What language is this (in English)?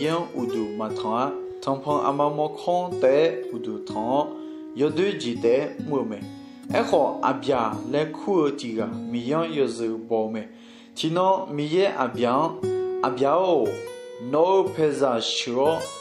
Akha